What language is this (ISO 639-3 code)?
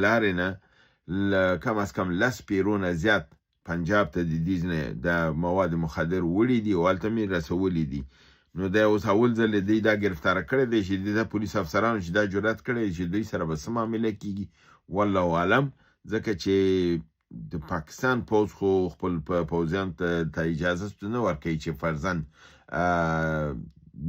pus